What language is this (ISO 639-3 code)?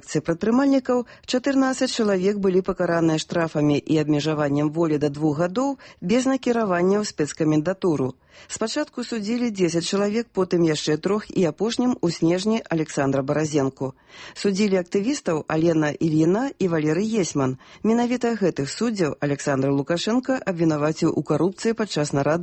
bel